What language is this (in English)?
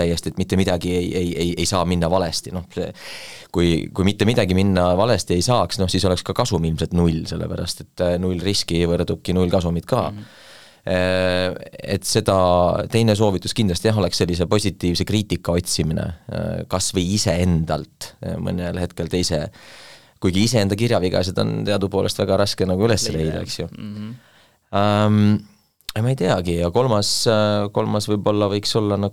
Estonian